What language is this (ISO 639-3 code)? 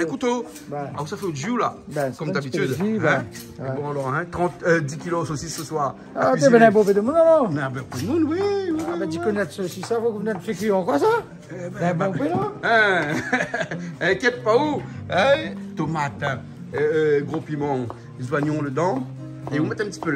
rcf